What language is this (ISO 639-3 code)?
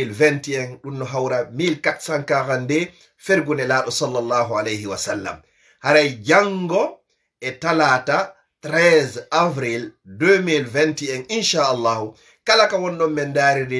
ful